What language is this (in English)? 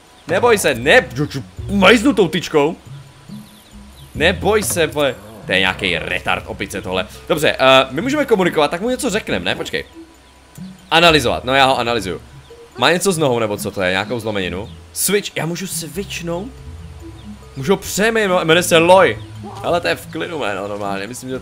Czech